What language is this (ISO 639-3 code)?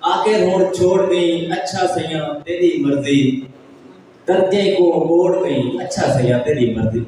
skr